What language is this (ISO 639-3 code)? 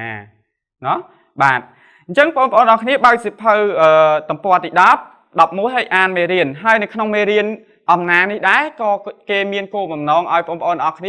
khm